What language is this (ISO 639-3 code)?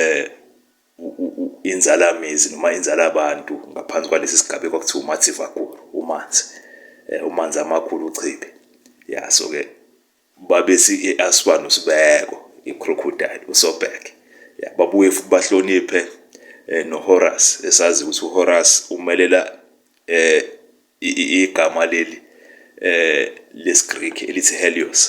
zul